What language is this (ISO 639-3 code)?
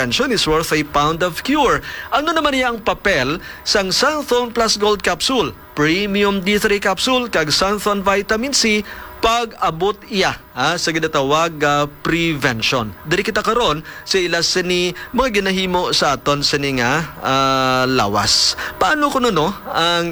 hil